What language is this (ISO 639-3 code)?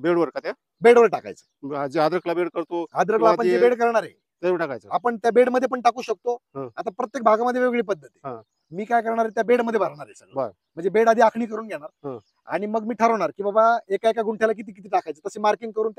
mar